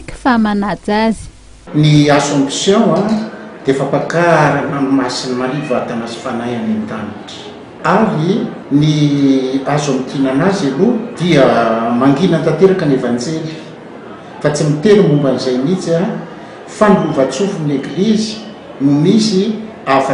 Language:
Malagasy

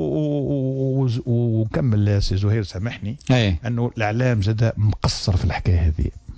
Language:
Tunisian Arabic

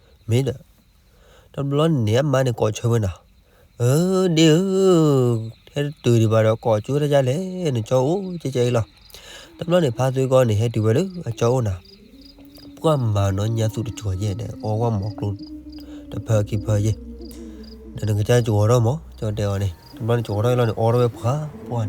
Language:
S'gaw Karen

